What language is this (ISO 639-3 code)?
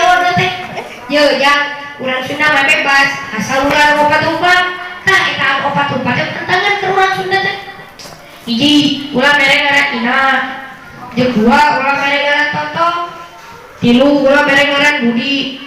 sun